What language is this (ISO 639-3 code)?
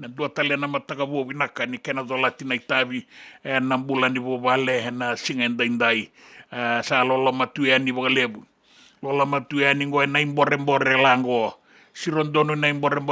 fij